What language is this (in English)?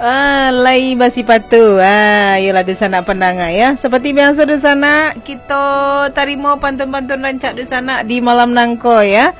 Minangkabau